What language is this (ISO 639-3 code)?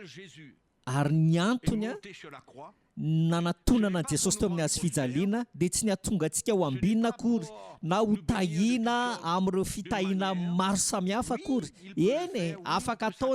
mlg